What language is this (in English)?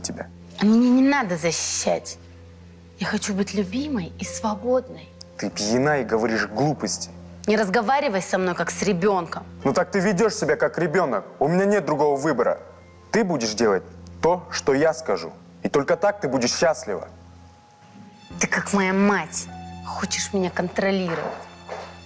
Russian